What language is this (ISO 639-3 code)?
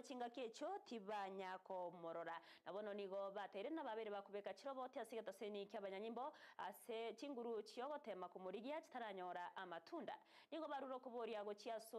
guz